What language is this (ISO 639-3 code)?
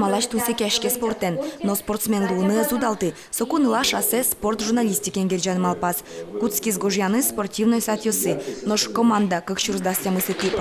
udm